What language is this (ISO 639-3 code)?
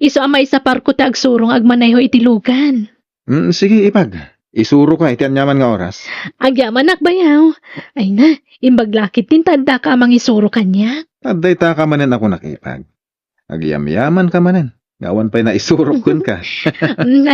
ilo